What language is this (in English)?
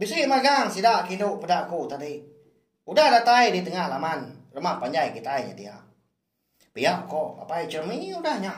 Iban